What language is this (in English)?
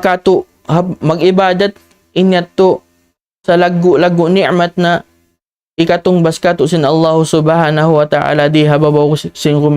Tausug